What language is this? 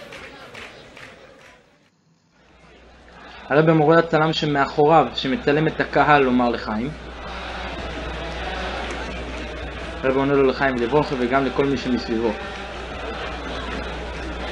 Hebrew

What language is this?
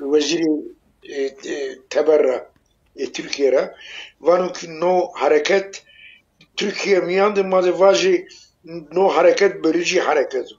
Zaza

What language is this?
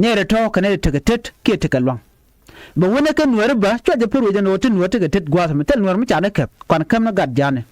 Nuer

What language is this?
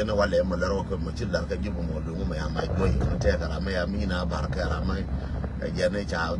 Nuer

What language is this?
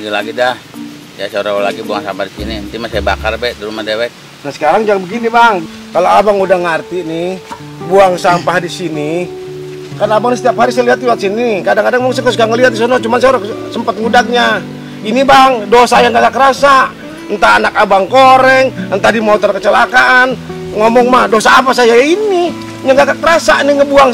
Betawi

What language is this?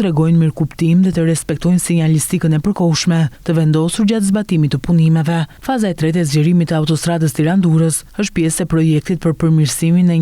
Albanian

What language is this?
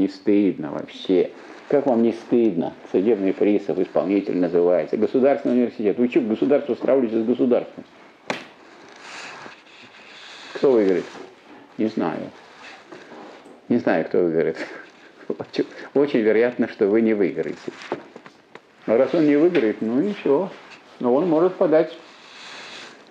Russian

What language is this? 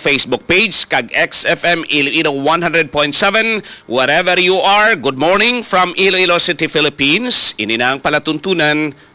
Hiligaynon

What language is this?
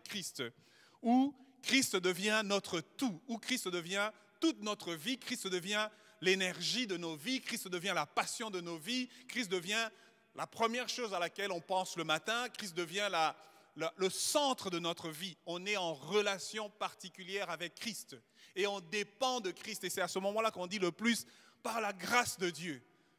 French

